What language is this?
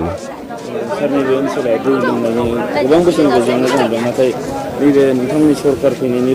Bodo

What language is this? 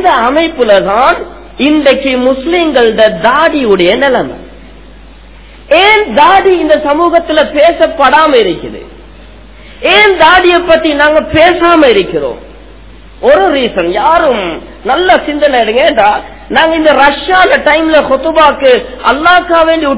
Tamil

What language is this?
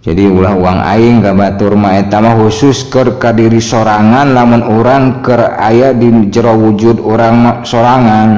Sundanese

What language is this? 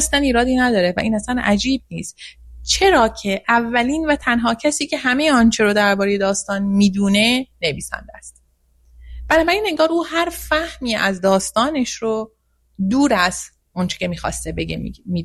Persian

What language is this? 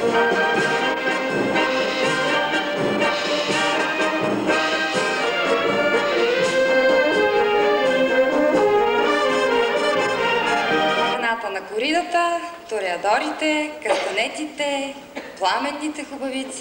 Bulgarian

